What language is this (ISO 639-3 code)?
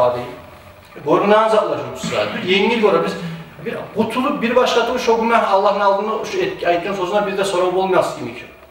kum